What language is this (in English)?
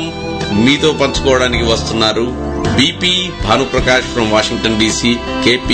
Telugu